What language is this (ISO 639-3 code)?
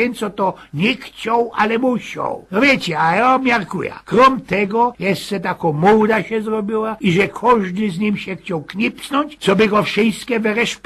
szl